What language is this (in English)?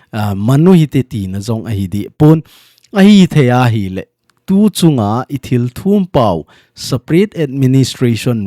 Thado Chin